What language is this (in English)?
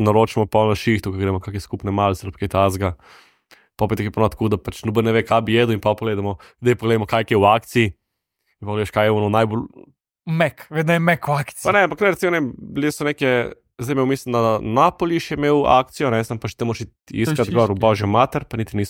Slovenian